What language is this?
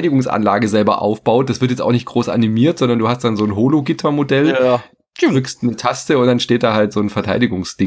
German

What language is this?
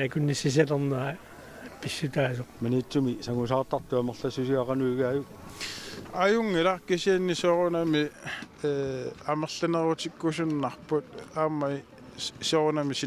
Kalaallisut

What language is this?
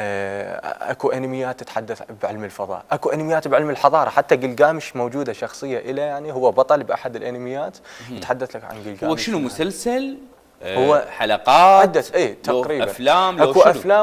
Mesopotamian Arabic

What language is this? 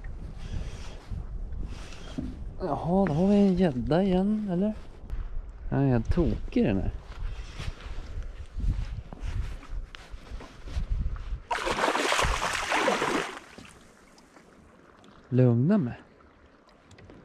Swedish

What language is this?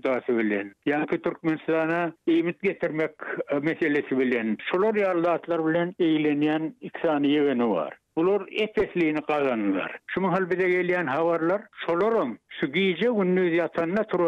Turkmen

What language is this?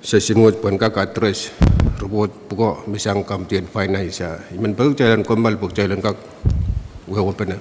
Pohnpeian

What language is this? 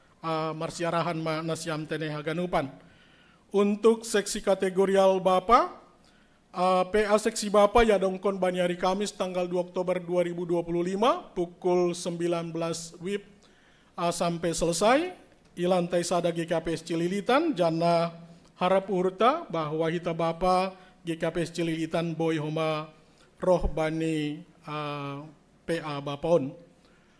Batak Simalungun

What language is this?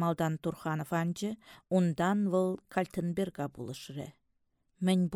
Chuvash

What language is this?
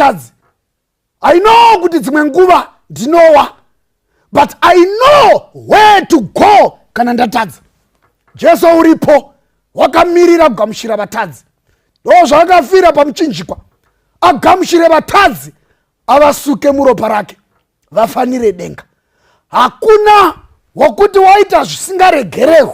Shona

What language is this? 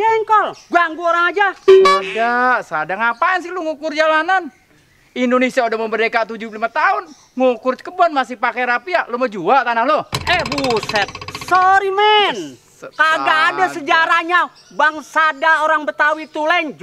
Betawi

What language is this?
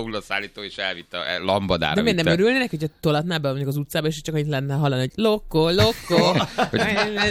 Hungarian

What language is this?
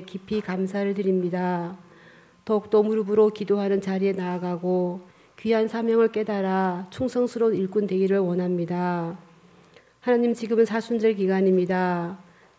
Korean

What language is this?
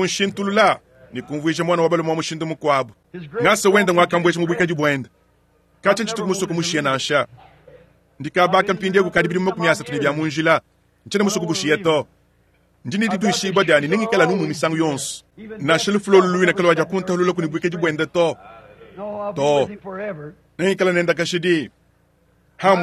Luba-Lulua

